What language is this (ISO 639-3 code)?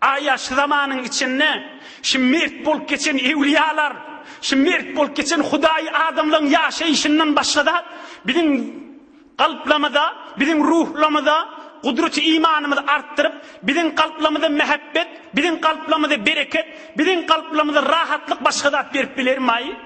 tuk